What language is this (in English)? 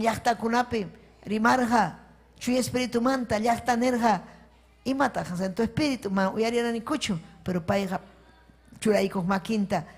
Ayacucho Quechua